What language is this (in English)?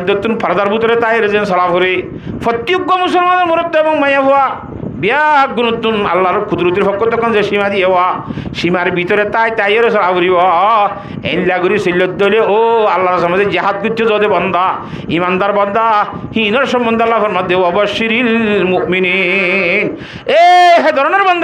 Rohingya